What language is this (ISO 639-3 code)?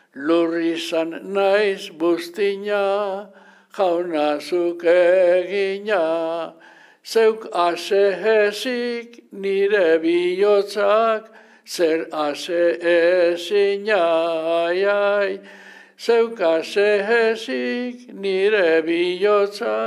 eus